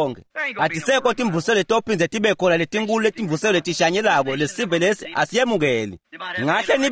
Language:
Swati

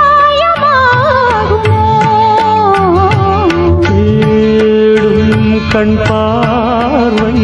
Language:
Tamil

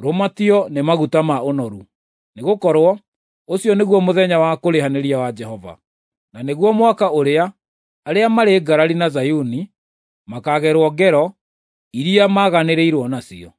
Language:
Kikuyu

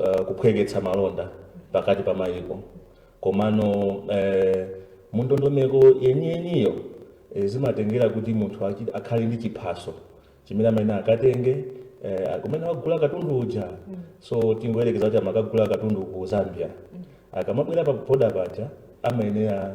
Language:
Nyanja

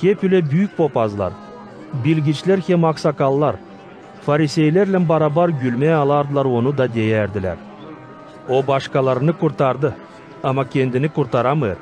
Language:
Gagauz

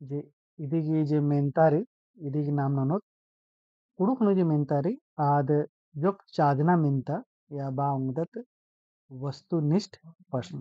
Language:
Kurukh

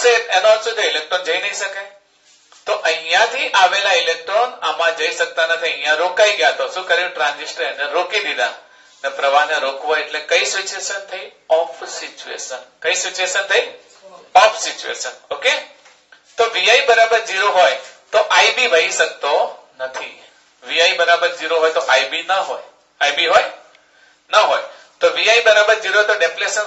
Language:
Gujarati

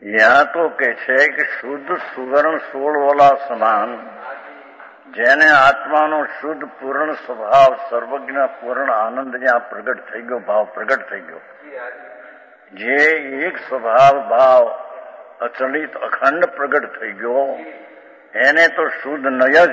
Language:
Gujarati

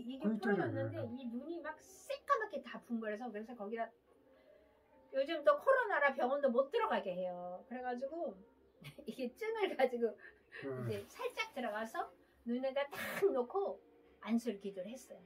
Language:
Korean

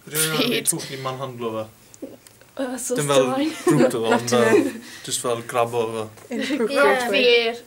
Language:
Welsh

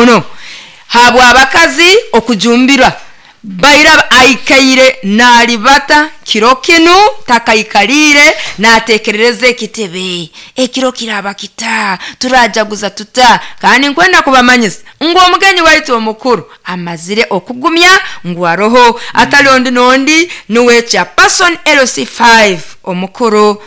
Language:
Nyoro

